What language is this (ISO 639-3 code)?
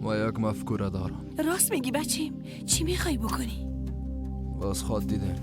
fas